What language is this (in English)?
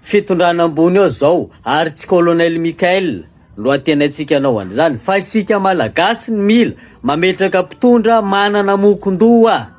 Malagasy